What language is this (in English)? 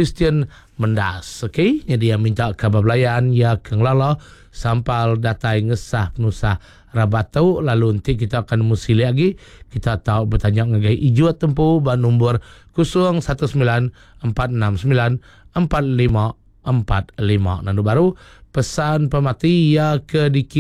Iban